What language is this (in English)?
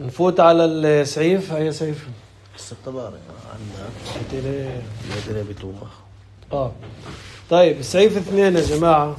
North Levantine Arabic